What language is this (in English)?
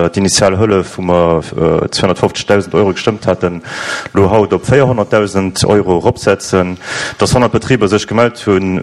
Luxembourgish